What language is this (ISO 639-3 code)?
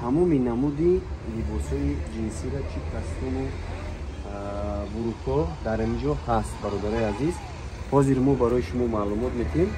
tgk